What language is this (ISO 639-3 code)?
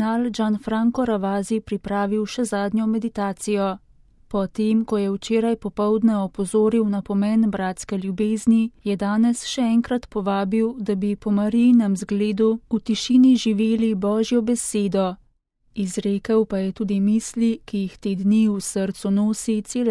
slv